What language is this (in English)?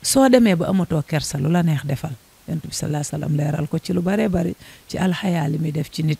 Wolof